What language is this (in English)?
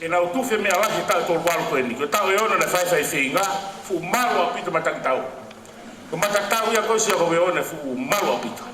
Tongan